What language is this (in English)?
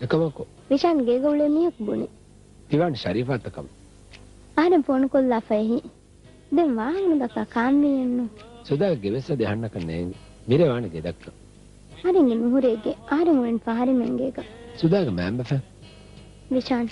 Divehi